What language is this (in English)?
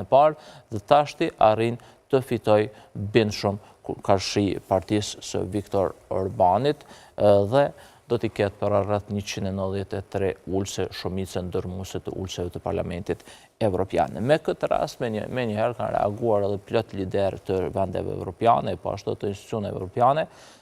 Albanian